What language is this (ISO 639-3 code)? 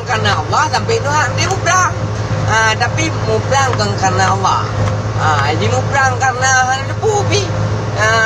ace